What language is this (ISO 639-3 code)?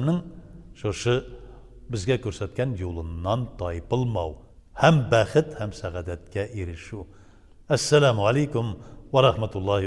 tat